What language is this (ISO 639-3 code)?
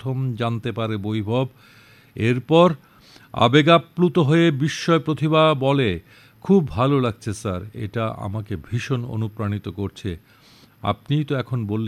ben